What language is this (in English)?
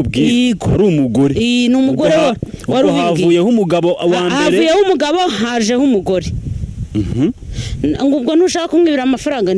Kinyarwanda